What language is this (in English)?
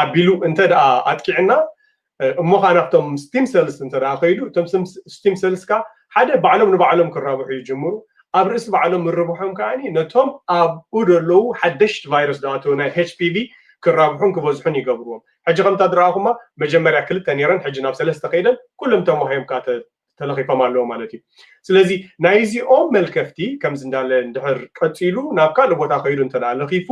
Tigrinya